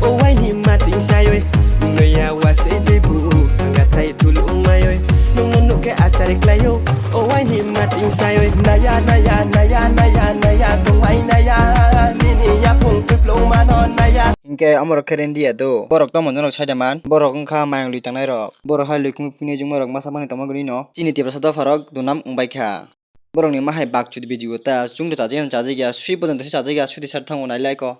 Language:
Kok Borok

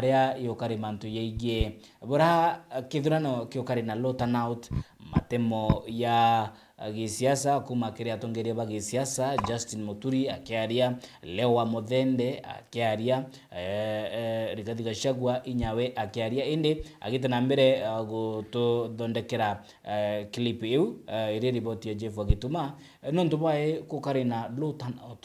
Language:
Meru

